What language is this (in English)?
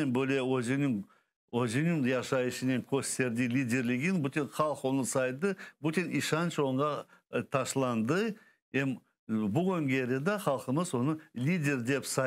Crimean Tatar